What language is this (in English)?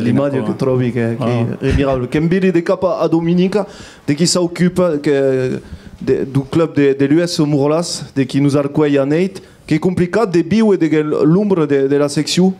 Occitan